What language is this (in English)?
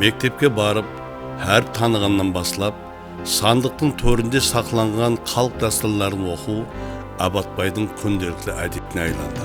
Kara-Kalpak